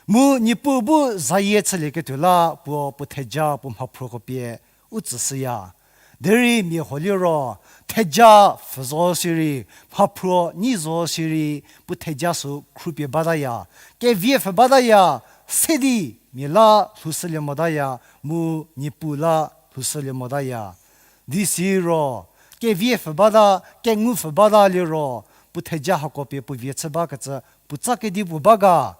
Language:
Angami Naga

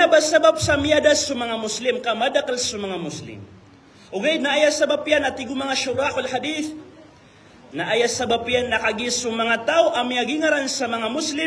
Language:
Maranao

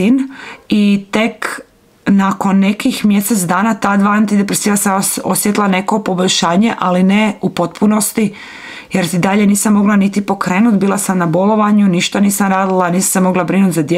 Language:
Croatian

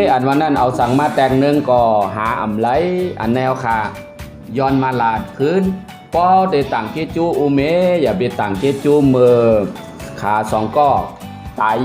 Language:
Shan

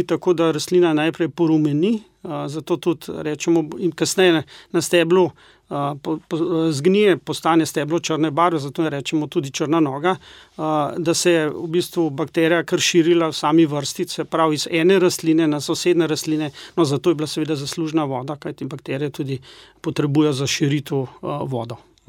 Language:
Slovenian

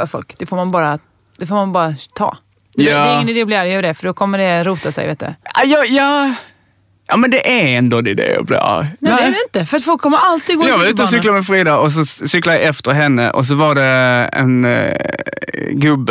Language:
Swedish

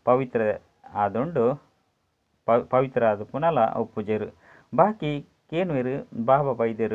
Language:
Tulu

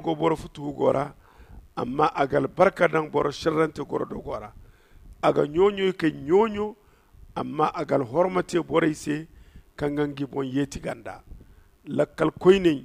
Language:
Zarma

